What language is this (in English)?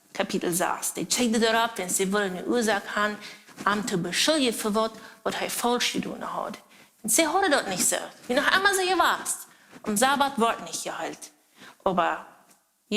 Plautdietsch